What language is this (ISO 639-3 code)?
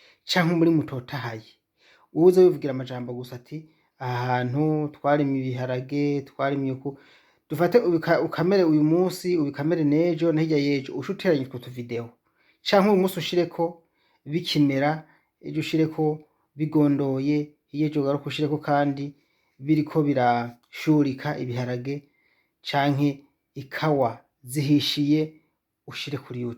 run